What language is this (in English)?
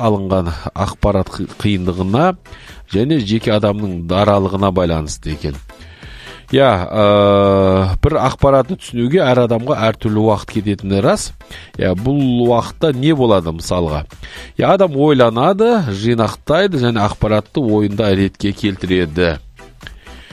Kazakh